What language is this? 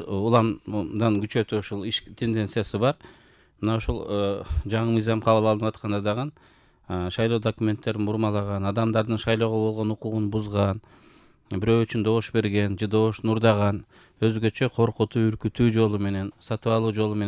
Kyrgyz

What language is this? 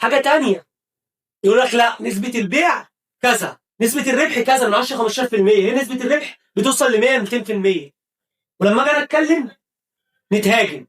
Egyptian Arabic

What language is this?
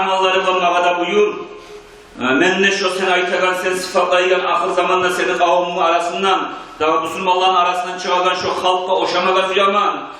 Kumyk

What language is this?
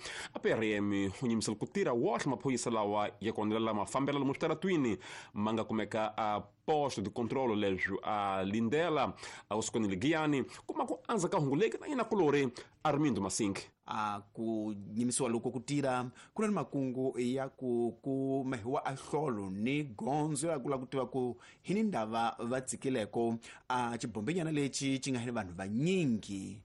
Tsonga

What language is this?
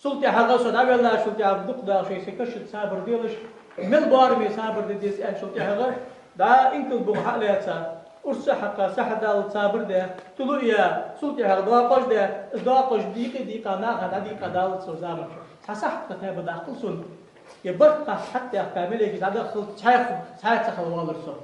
Ingush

